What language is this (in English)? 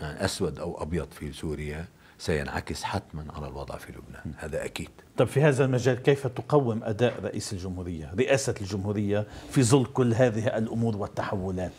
North Levantine Arabic